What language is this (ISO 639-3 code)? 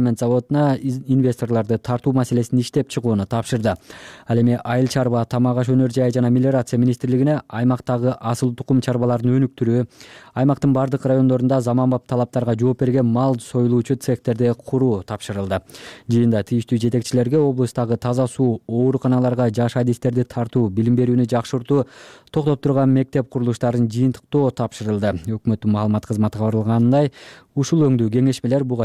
kir